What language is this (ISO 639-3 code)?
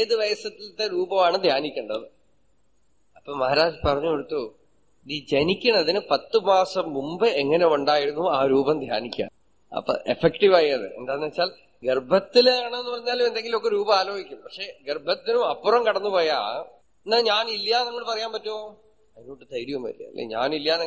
mal